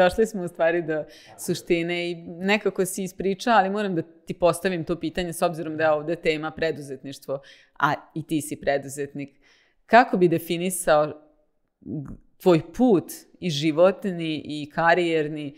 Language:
Serbian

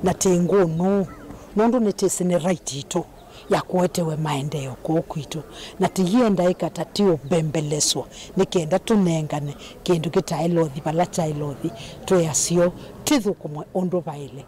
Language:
Kamba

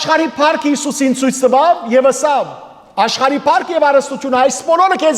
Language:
Western Armenian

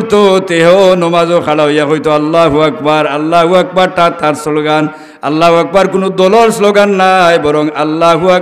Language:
Sylheti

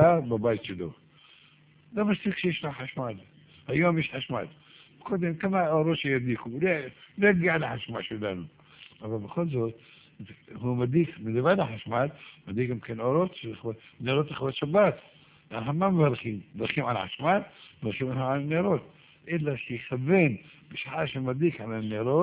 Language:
Hebrew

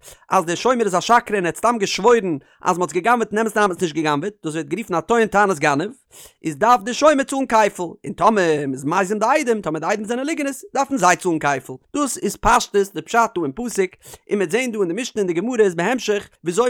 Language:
Yiddish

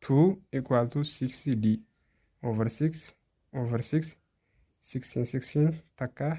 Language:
Oromo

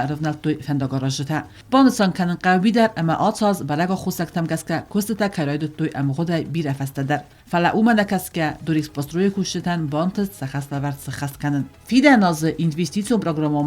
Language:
Ossetic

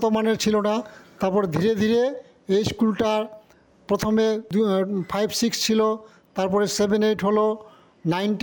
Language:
Bangla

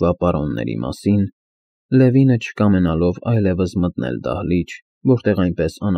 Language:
Armenian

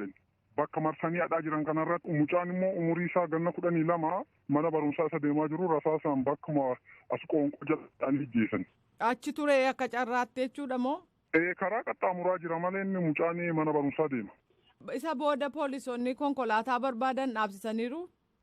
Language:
Oromo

